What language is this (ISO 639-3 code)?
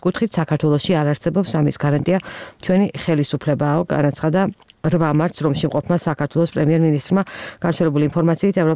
kat